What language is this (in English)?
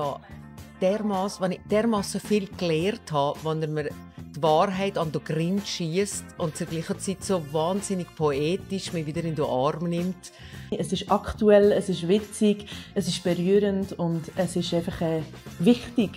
Swiss German